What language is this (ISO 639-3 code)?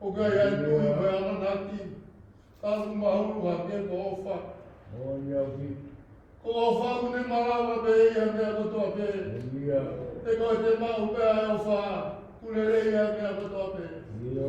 ton